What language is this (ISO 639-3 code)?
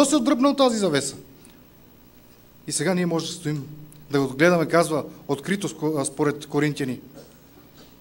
bul